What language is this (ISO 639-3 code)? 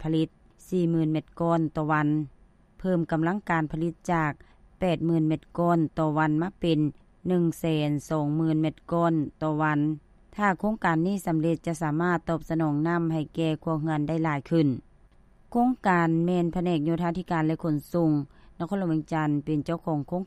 lao